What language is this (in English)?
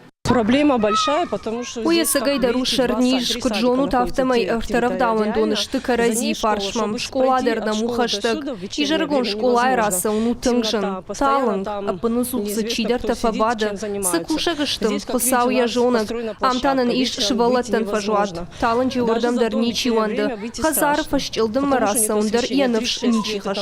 Ossetic